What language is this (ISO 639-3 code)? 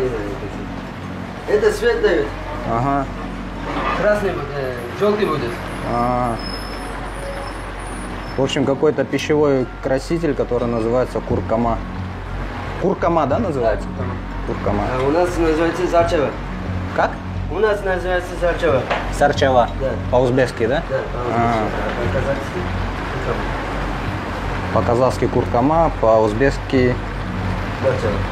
rus